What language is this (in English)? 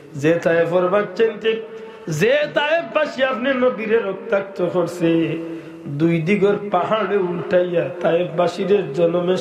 Sylheti